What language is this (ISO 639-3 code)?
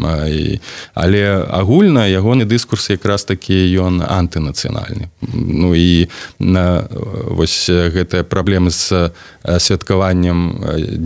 bel